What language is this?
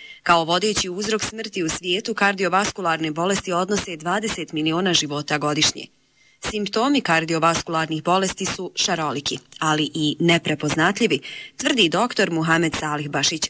Bosnian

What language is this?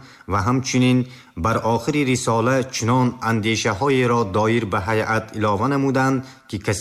Tajik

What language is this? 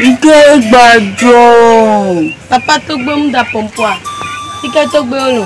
Ewe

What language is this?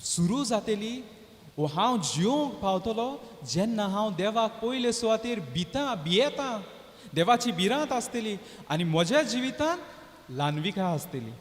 Konkani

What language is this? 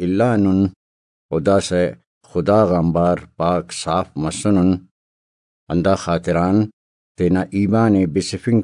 Brahui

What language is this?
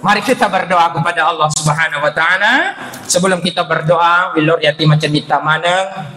Buginese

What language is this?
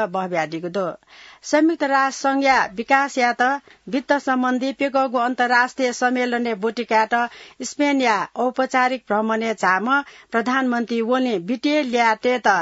Newari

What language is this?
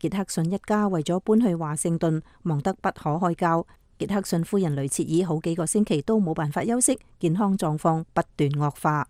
Cantonese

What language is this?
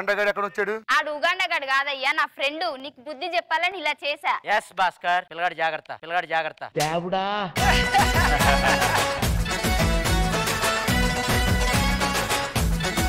Telugu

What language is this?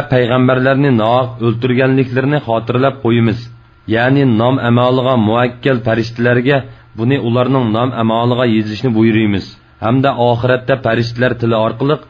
Uyghur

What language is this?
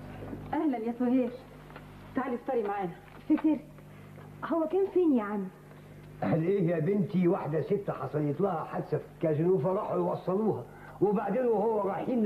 Egyptian Arabic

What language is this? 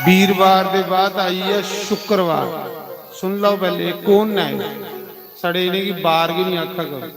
Dogri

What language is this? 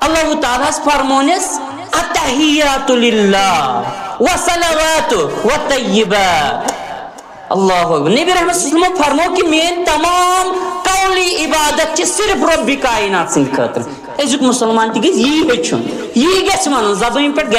Kashmiri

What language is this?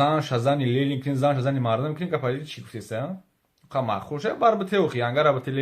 Tajik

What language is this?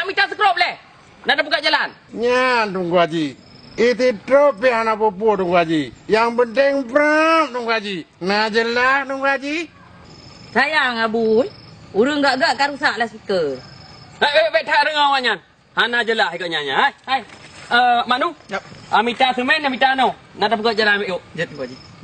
Achinese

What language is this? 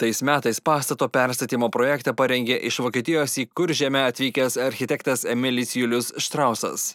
Lithuanian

